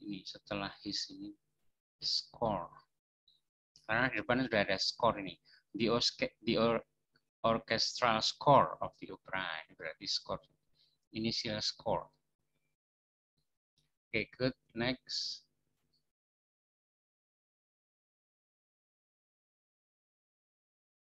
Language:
Indonesian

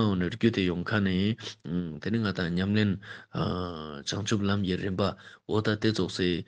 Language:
Ladakhi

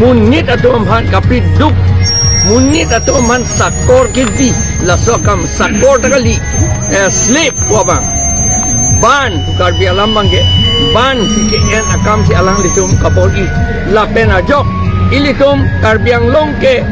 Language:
Karbi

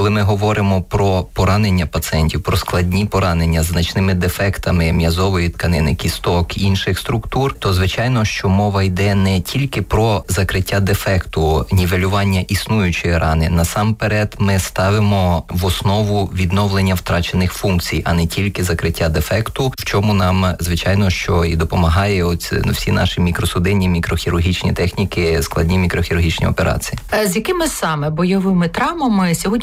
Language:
Ukrainian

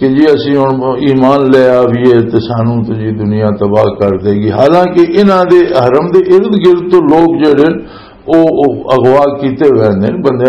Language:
Western Panjabi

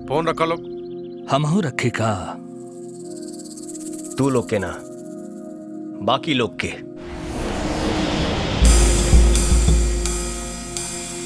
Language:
Bhojpuri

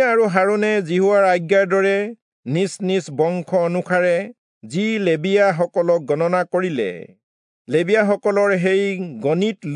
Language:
Assamese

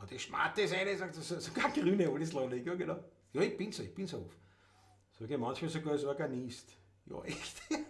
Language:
Bavarian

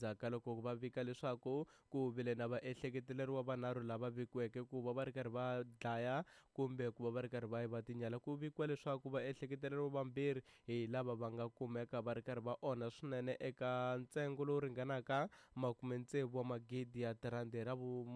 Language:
Tsonga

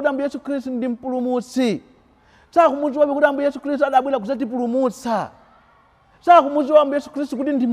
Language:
Nyanja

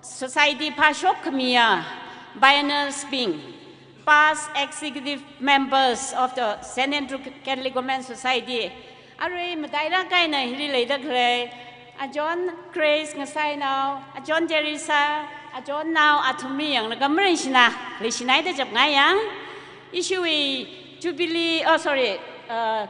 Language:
Tangkhul Naga (India)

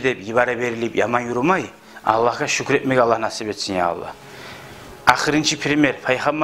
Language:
Kumyk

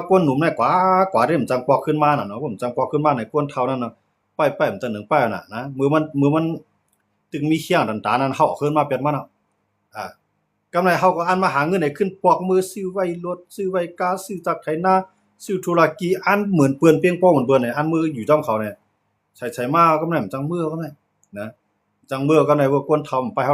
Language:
Shan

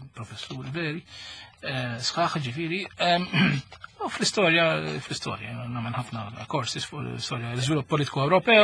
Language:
Maltese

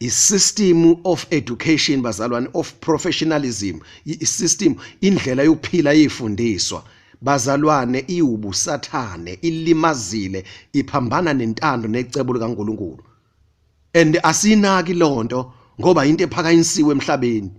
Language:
Zulu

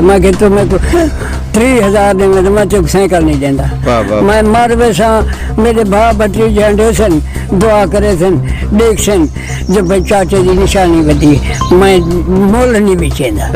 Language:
Saraiki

